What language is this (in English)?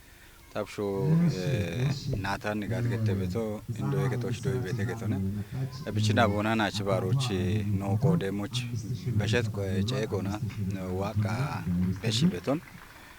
Kafa